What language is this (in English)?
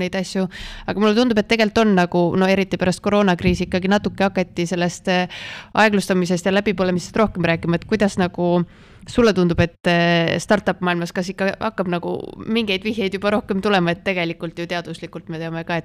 Estonian